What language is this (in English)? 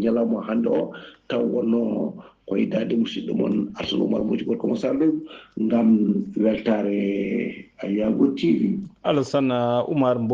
Fula